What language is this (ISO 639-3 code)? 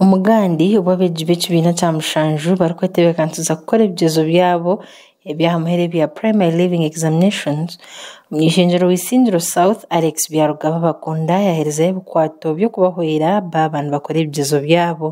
nyn